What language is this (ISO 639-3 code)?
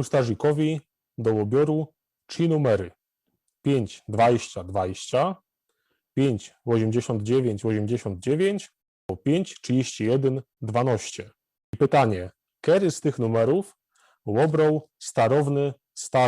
szl